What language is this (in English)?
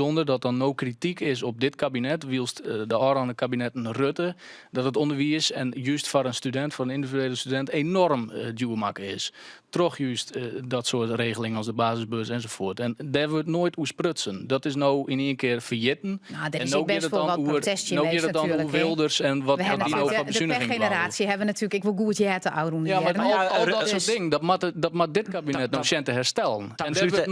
Western Frisian